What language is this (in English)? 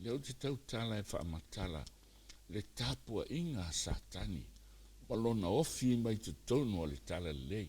Samoan